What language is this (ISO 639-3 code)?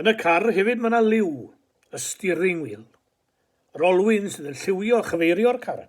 cym